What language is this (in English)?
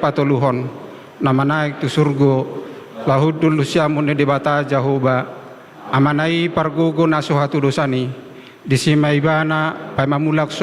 Batak Toba